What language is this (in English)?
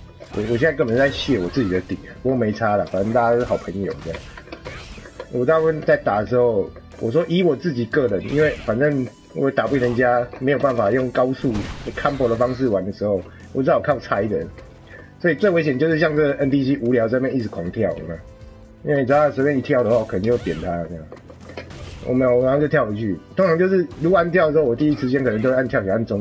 Chinese